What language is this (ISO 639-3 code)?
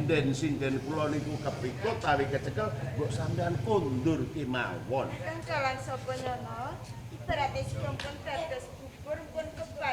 jav